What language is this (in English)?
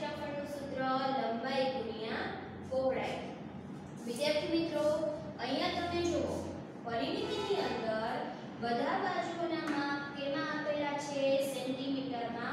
Gujarati